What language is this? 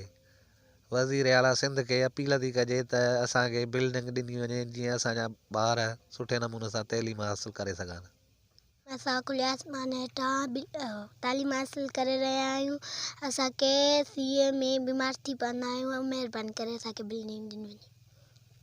Sindhi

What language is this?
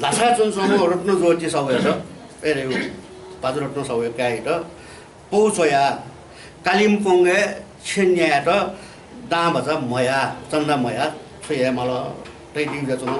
Newari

